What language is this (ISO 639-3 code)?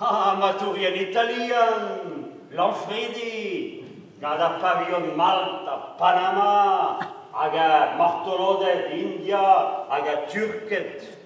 bre